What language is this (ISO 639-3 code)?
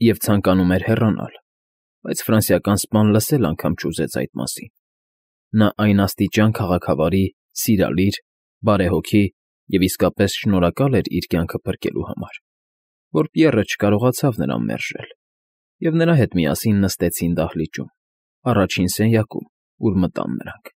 hye